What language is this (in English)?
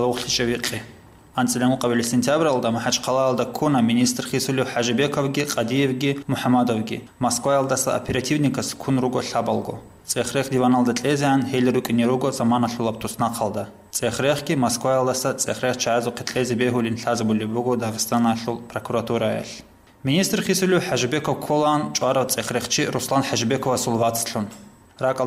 Avaric